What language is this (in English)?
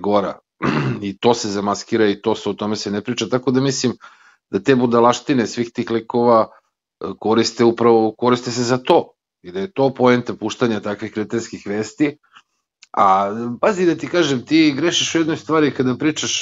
Serbian